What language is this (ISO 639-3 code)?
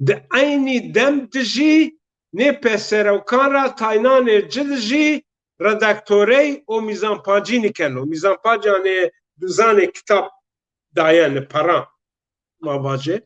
zza